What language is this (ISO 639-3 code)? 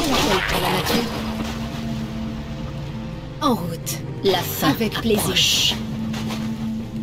fra